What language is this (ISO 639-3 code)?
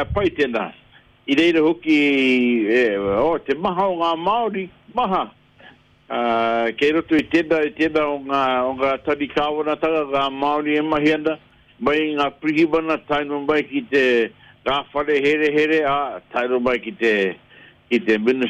mri